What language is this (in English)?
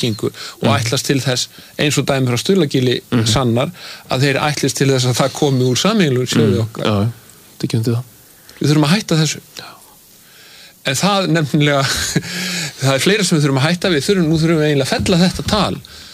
Icelandic